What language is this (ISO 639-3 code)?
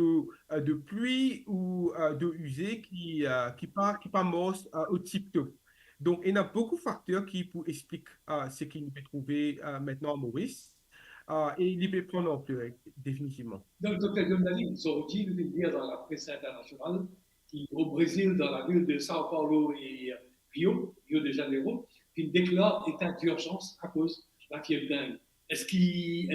mfe